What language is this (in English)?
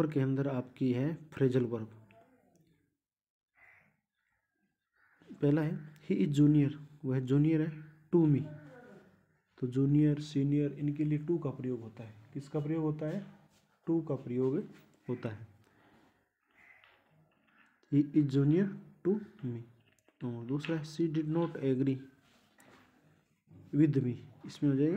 Hindi